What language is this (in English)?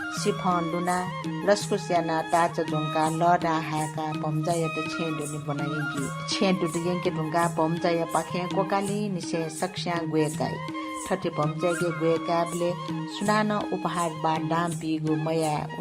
Newari